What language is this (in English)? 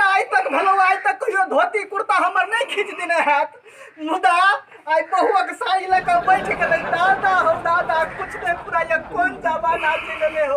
Maithili